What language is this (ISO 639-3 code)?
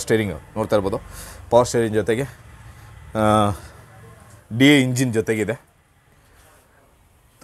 kan